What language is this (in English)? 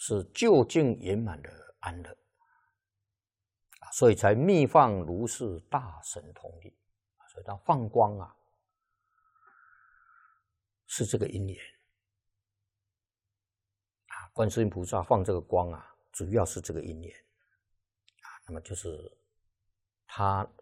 Chinese